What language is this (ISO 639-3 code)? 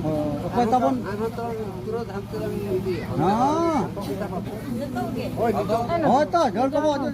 sat